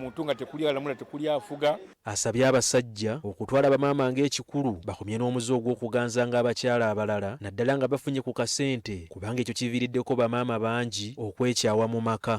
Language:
Ganda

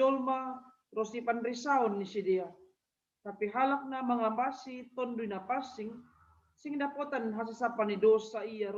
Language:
Batak Simalungun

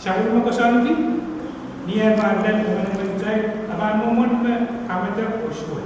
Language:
Pohnpeian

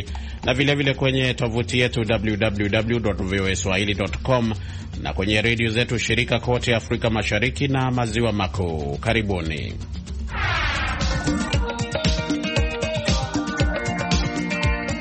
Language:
Swahili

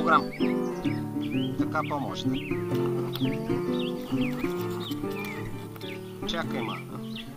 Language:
Bulgarian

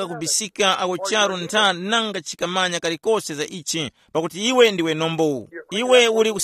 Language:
Tumbuka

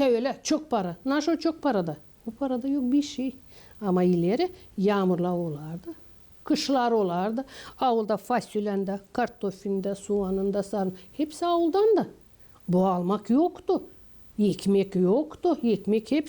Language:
Gagauz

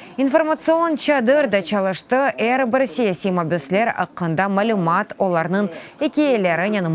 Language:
Crimean Tatar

